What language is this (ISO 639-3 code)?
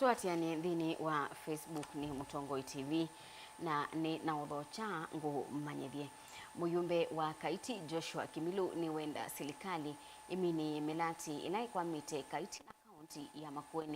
kam